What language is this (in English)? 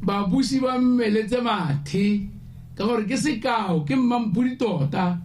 Tswana